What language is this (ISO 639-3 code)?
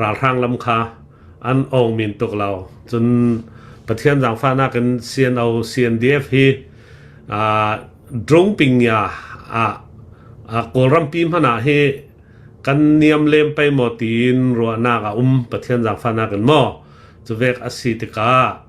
cnh